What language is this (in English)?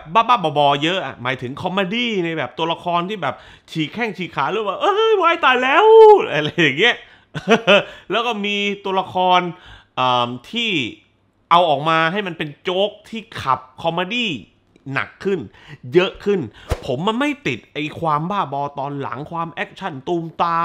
Thai